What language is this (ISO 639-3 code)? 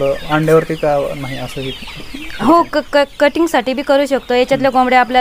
mar